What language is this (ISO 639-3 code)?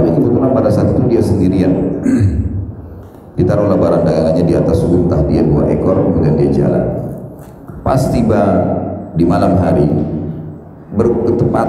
ind